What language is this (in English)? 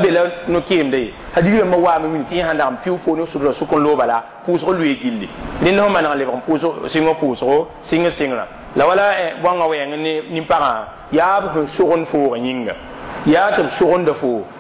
Mossi